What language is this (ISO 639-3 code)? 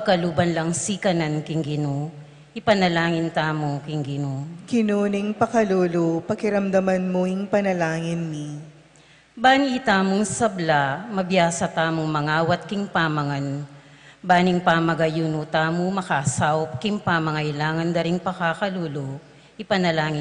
pam